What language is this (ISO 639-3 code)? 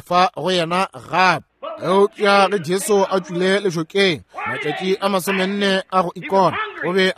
nso